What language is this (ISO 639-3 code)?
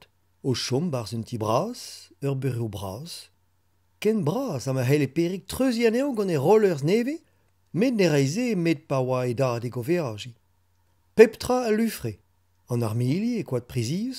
bre